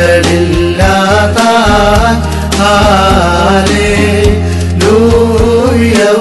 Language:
Malayalam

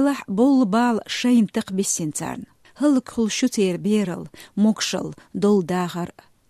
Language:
Chechen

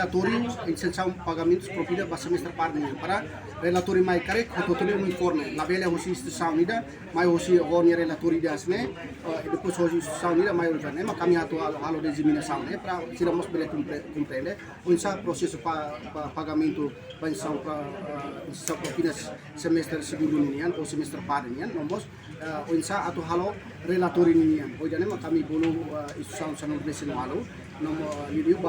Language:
Tetum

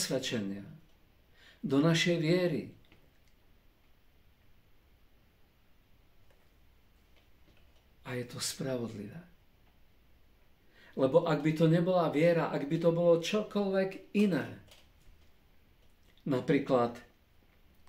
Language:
Slovak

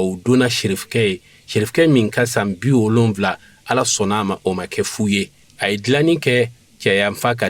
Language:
Bambara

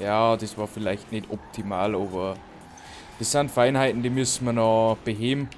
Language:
Bavarian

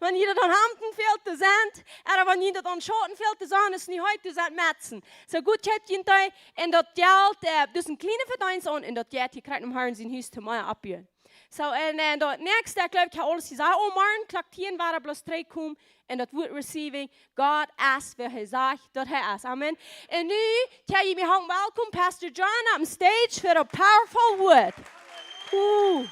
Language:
Plautdietsch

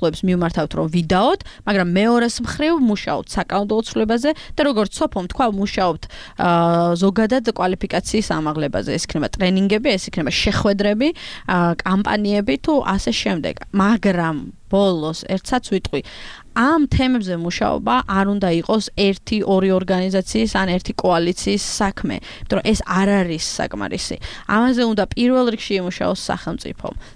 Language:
Georgian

